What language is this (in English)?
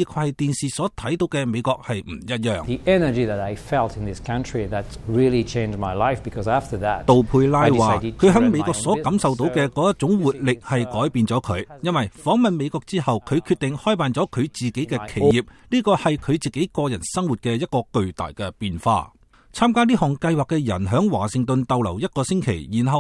Cantonese